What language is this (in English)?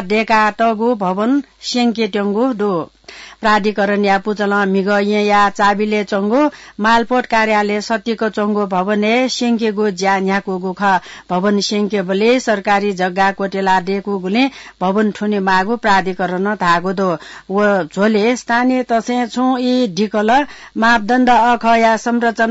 Newari